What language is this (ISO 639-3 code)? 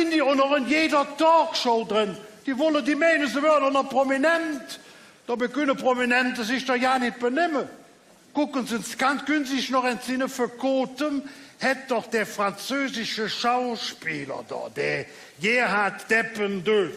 ksh